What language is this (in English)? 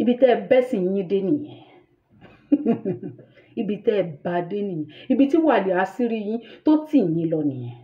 Yoruba